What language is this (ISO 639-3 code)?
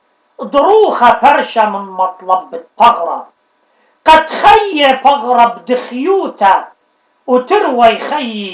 aii